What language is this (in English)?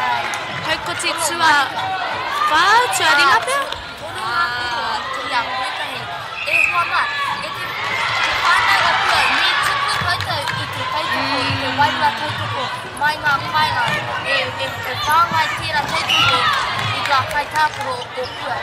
Māori